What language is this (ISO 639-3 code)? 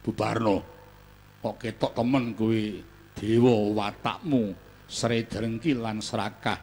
jav